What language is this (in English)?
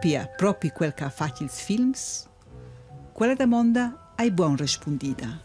Romansh